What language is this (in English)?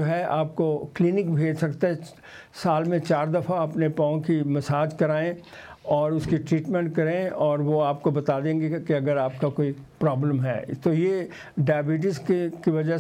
Urdu